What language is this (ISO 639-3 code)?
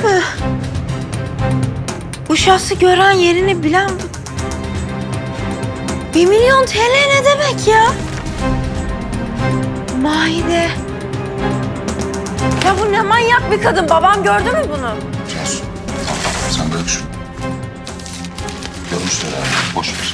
tur